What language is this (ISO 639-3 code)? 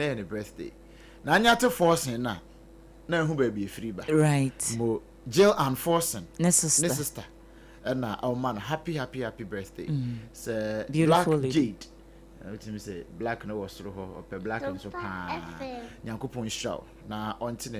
aka